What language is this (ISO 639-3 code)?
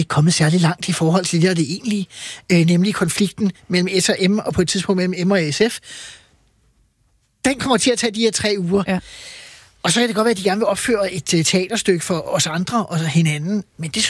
dan